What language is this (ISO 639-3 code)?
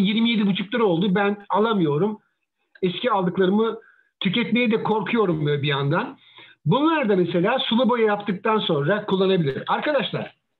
tur